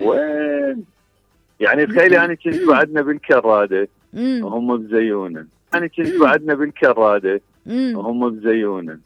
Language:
Mesopotamian Arabic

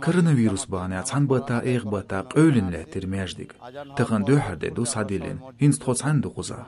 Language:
Chechen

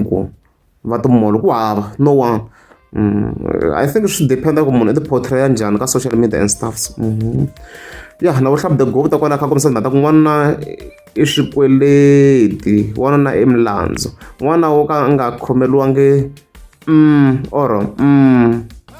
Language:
Tsonga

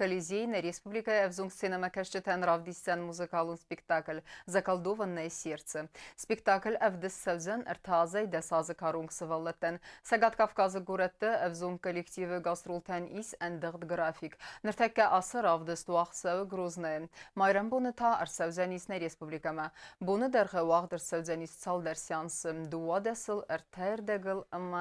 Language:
Ossetic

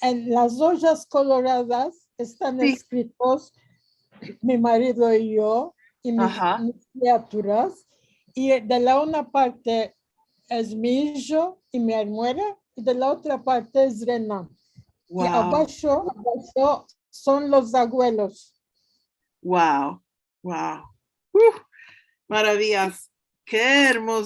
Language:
Ladino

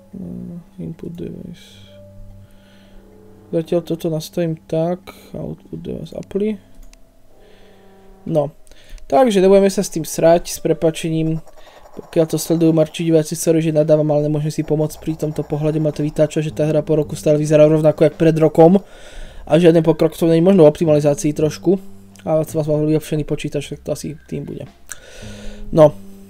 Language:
Slovak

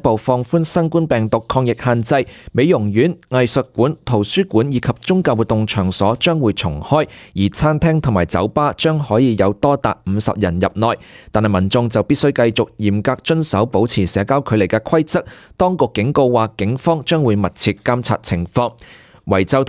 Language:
Cantonese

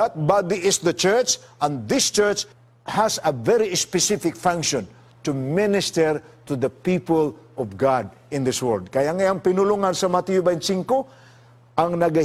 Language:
Cebuano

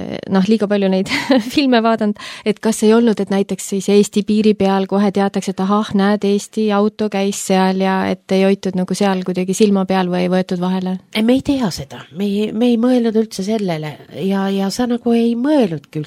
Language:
Estonian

